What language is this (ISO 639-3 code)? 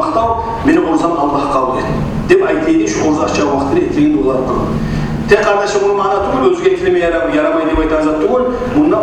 kum